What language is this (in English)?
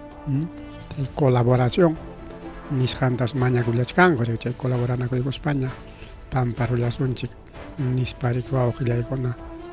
Ayacucho Quechua